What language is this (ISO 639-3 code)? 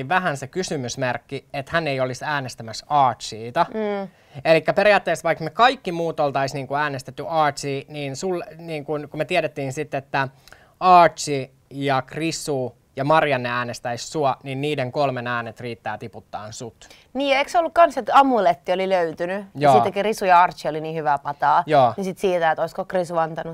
fin